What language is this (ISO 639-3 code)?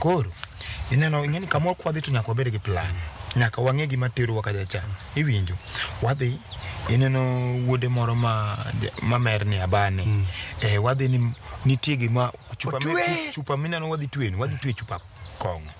luo